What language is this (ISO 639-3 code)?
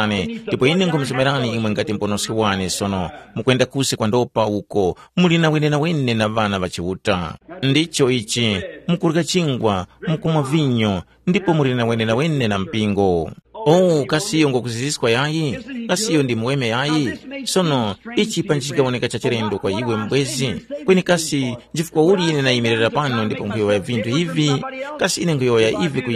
tum